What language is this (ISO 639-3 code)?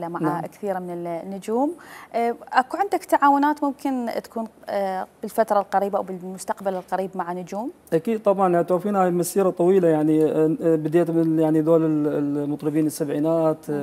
acm